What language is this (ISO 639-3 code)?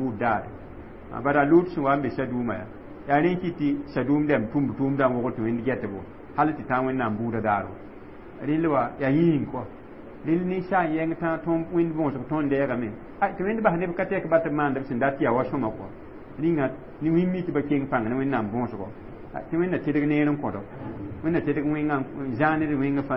mos